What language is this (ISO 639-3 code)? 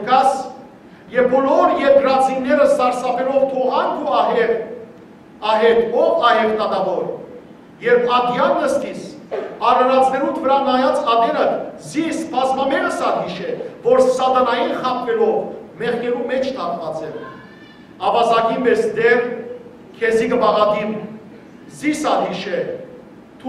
hyw